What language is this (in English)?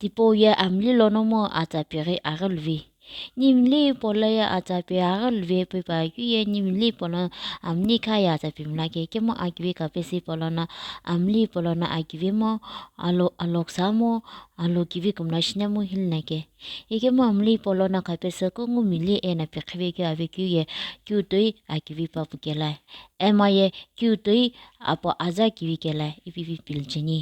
Sumi Naga